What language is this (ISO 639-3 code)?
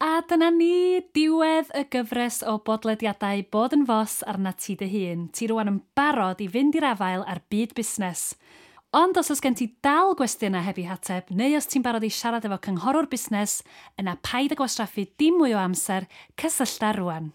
cym